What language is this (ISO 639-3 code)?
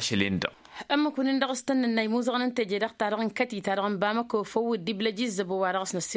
taq